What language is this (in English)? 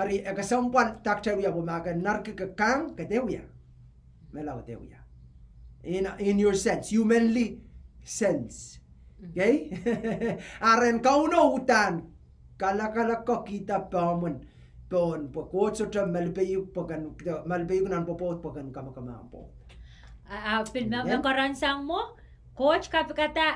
Pohnpeian